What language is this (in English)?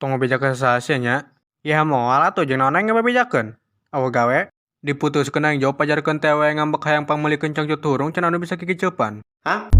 Sundanese